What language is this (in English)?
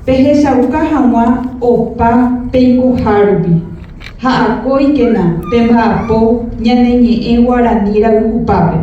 Guarani